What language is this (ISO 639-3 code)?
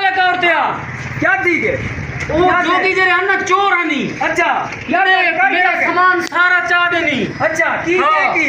skr